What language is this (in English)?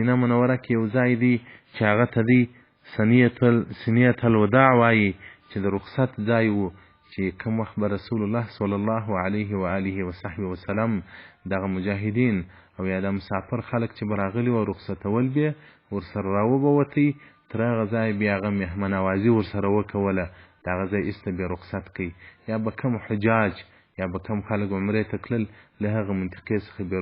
Pashto